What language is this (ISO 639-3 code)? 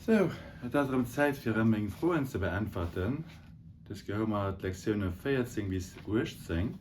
ltz